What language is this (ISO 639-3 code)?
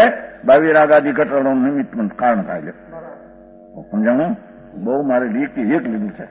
guj